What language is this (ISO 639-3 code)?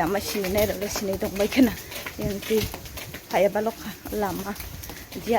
trp